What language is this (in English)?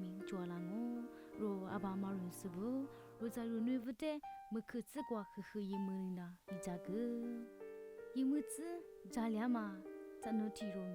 Lisu